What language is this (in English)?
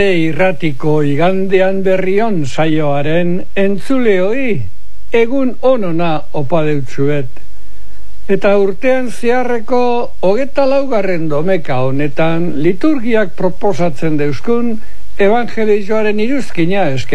Basque